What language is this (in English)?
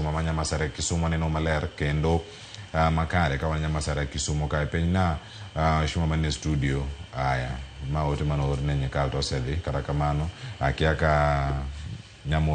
Luo (Kenya and Tanzania)